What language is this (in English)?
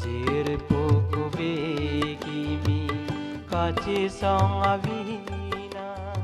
Karbi